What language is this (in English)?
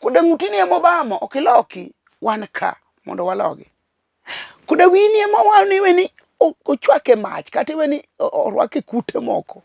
Luo (Kenya and Tanzania)